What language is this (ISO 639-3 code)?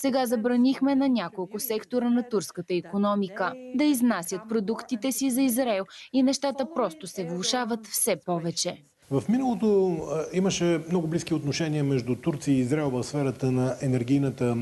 bul